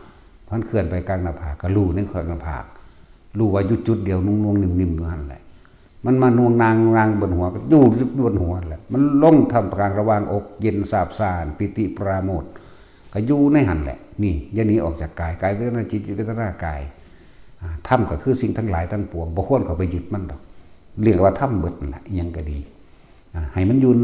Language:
Northeastern Thai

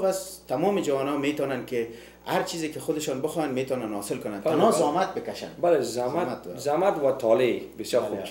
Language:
Persian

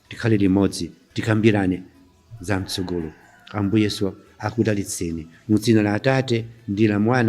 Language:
Nyanja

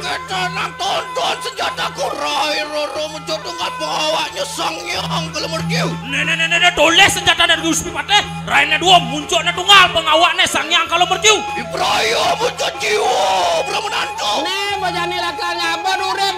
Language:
Balinese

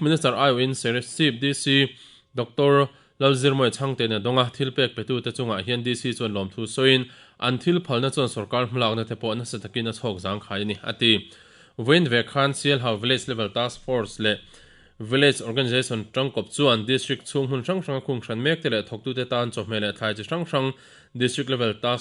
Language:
Mizo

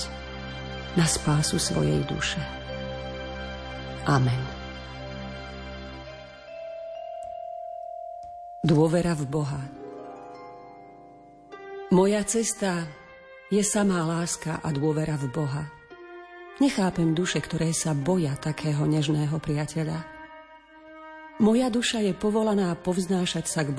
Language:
Slovak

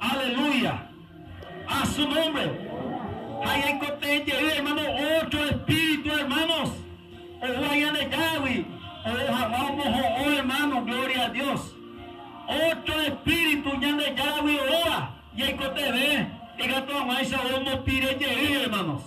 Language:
Guarani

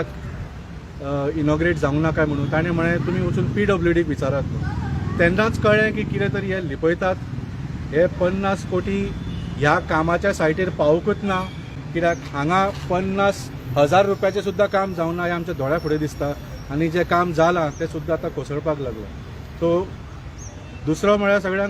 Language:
Konkani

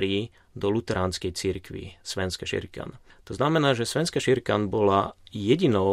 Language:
Slovak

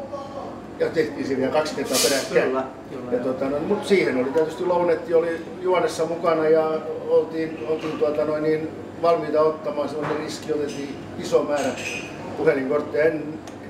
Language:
Finnish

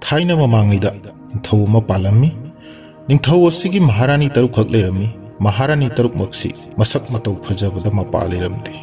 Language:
Manipuri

